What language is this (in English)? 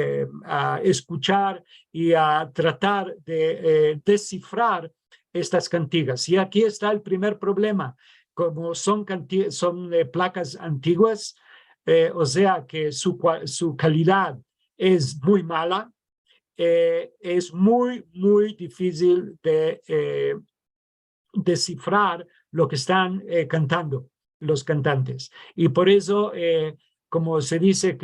Ladino